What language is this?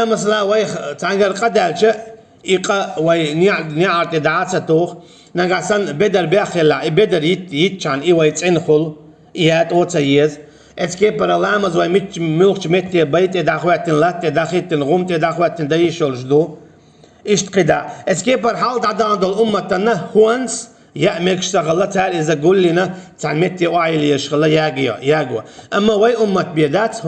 Chechen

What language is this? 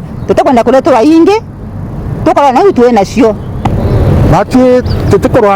Meru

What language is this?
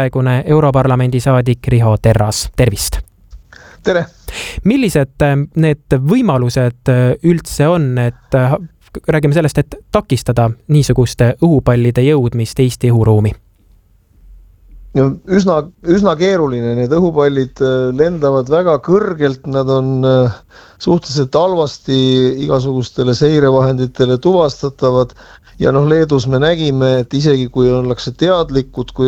Estonian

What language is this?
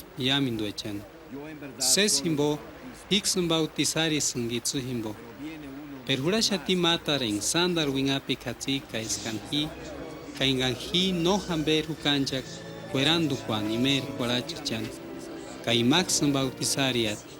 Purepecha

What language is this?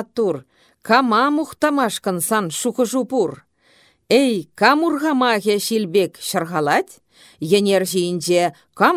Chuvash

